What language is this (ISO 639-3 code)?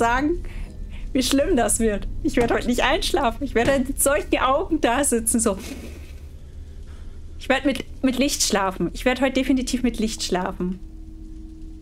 deu